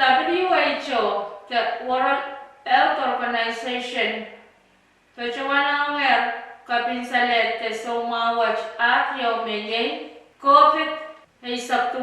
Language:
Pohnpeian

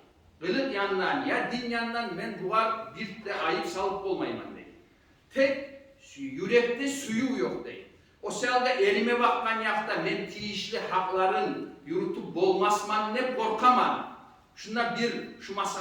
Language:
Kumyk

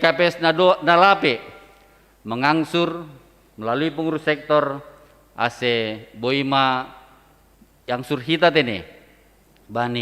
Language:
Batak Simalungun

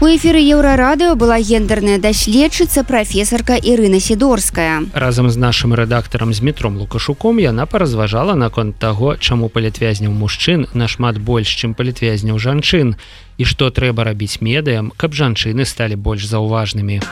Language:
Belarusian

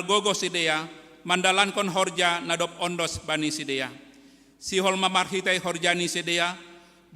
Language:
Batak Simalungun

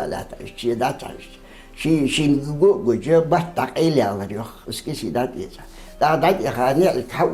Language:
Ingush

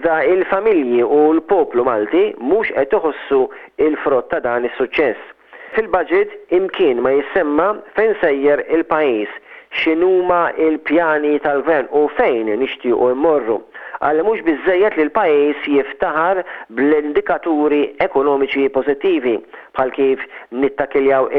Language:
Maltese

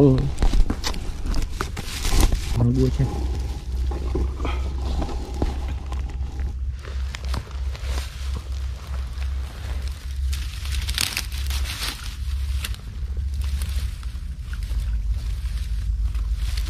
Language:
Vietnamese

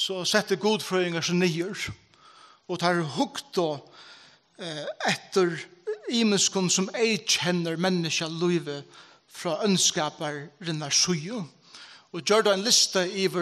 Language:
Faroese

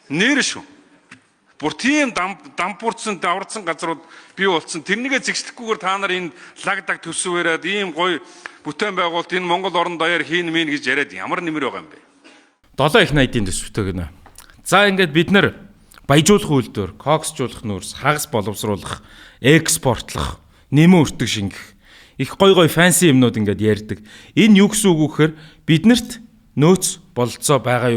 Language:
Mongolian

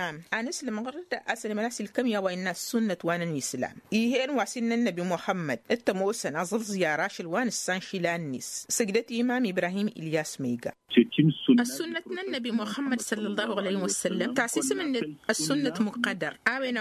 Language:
Tamasheq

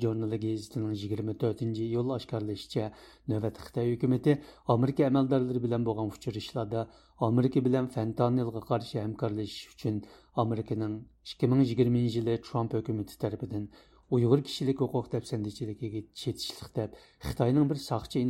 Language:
Uyghur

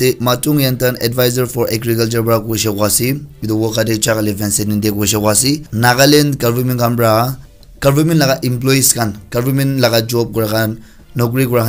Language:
Naga Pidgin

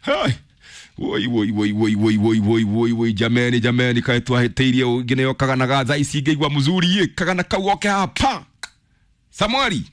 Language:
Kikuyu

